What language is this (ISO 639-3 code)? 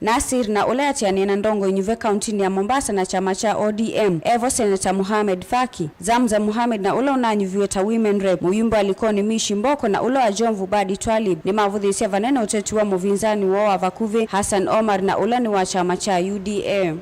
kam